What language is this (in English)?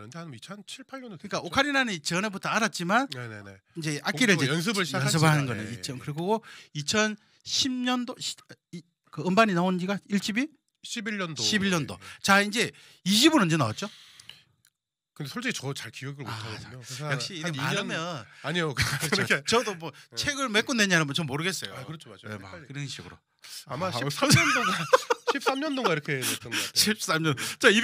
Korean